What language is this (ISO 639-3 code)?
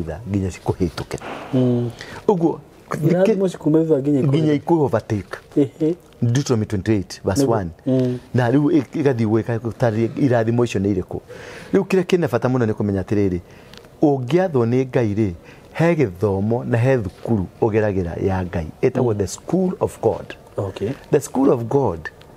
kik